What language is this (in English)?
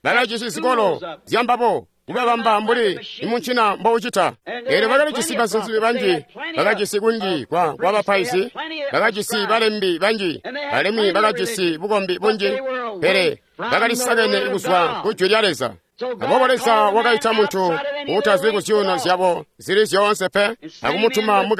Tonga (Zambia)